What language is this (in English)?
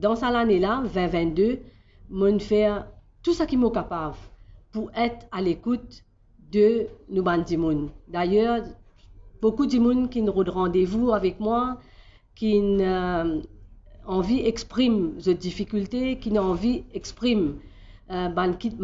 Morisyen